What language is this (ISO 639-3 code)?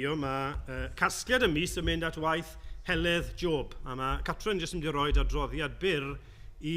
cym